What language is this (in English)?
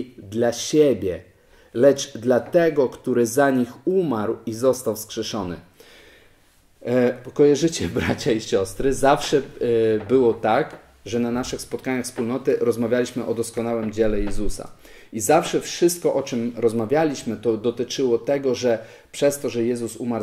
Polish